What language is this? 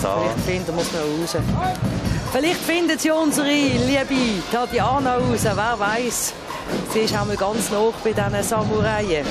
Swiss German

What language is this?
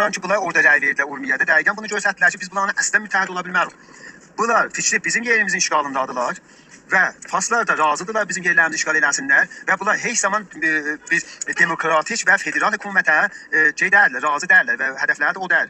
South Azerbaijani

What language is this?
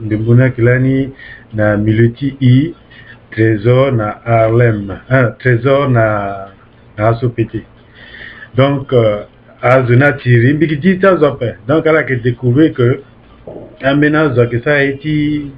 Sango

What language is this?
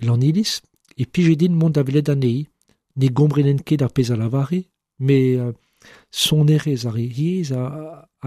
Breton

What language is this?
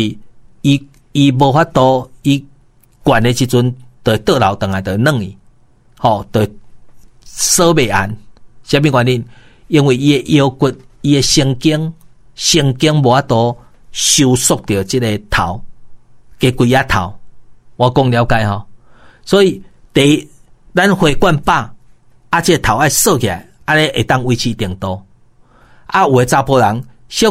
Min Nan Chinese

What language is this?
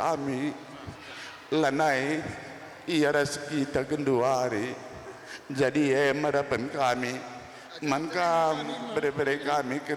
Batak Karo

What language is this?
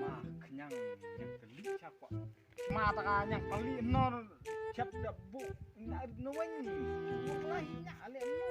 Khasi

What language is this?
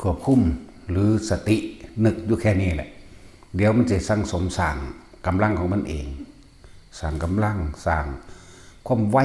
Northeastern Thai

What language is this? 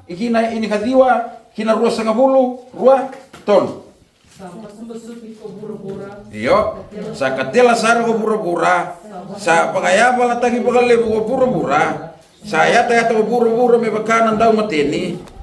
Fijian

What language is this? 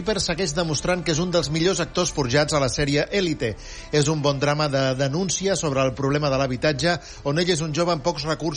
Catalan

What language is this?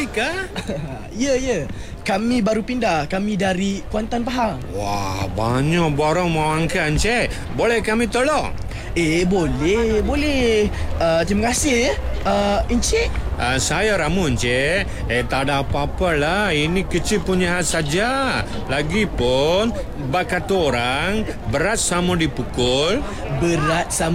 Malay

